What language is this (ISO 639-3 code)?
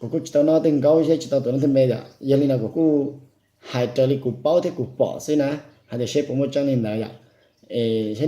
hmn